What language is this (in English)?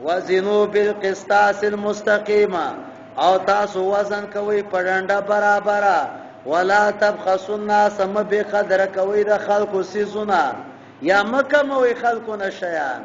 Pashto